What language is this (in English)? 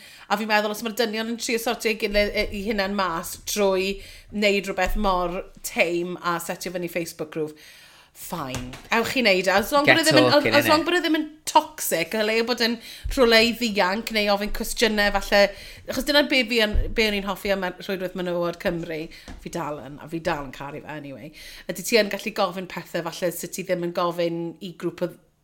Welsh